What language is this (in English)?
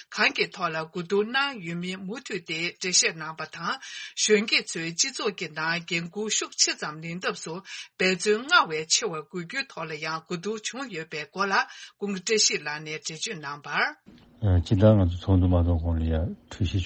Tibetan